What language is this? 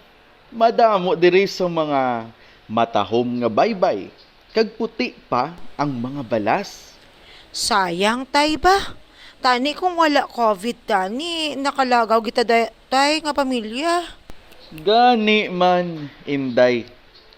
Hiligaynon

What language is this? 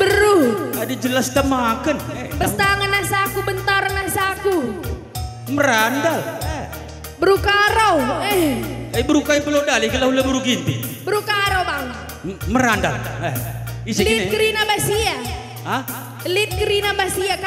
Batak Karo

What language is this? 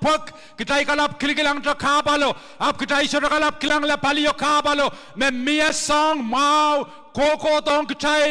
Pohnpeian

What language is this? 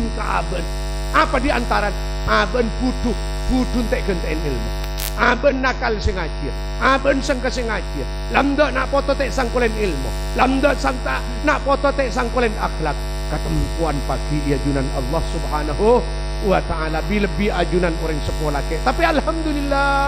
Madurese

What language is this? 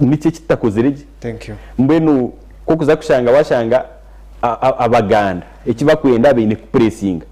Nyankole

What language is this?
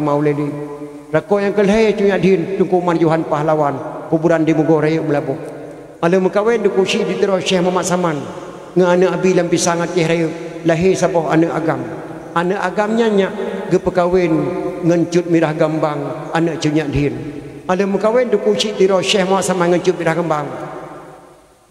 Achinese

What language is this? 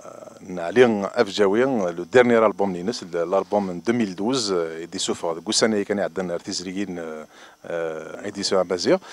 Kabyle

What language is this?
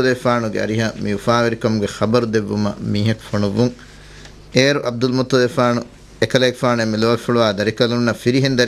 Divehi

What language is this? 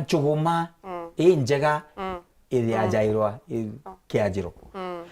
Meru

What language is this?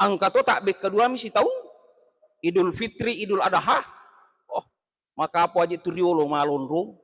Buginese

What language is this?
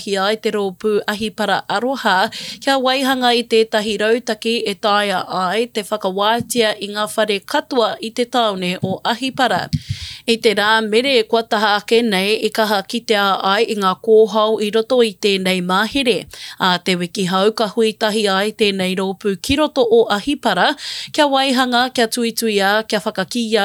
Māori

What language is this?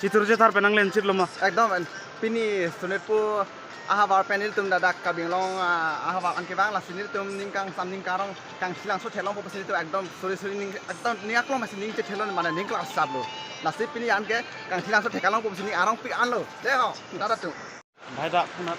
Karbi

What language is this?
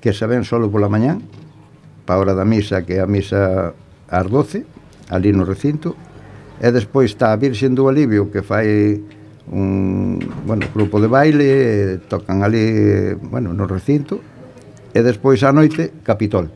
Galician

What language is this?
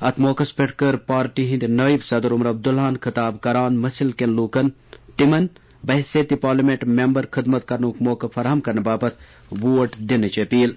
Kashmiri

